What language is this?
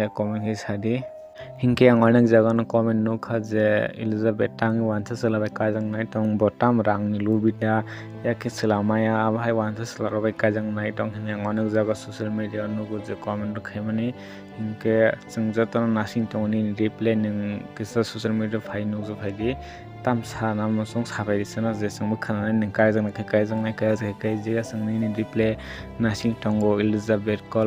Kok Borok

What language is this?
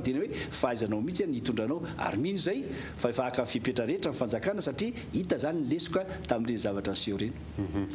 Malagasy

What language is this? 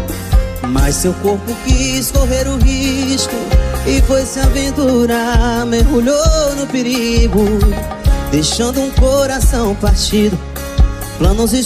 Portuguese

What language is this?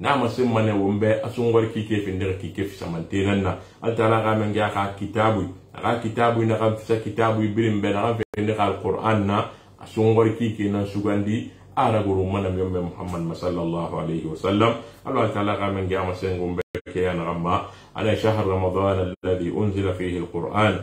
Susu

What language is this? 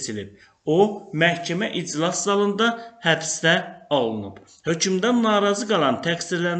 Azerbaijani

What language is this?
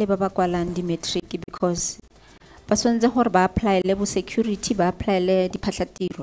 Tswana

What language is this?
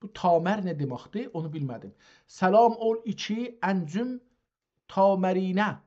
South Azerbaijani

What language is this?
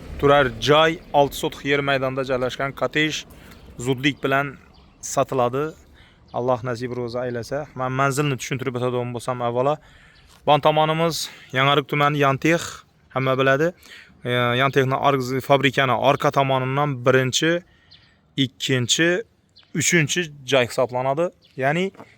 Uzbek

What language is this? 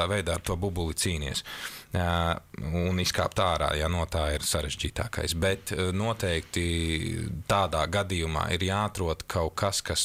Latvian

